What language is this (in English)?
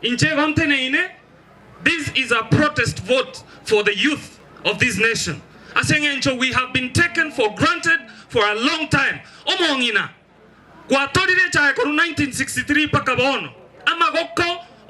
Gusii